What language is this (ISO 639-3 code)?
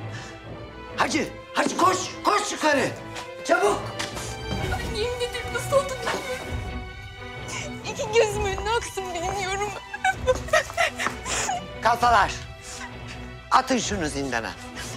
tur